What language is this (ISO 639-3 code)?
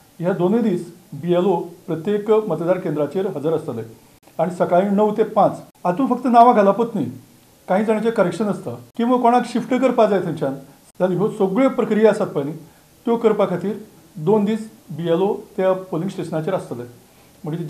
kok